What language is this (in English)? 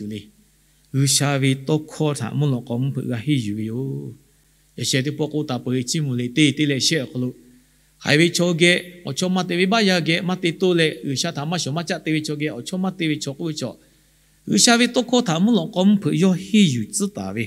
Lahu